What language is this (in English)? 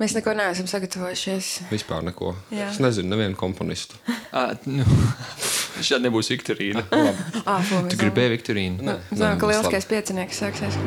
Latvian